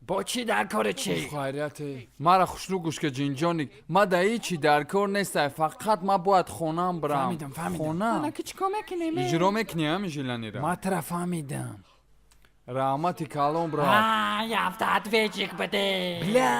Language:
Tajik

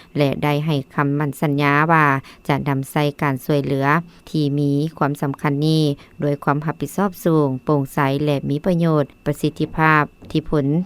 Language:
Lao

